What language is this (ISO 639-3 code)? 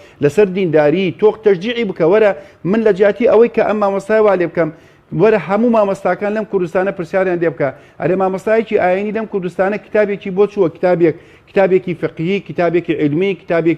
ckb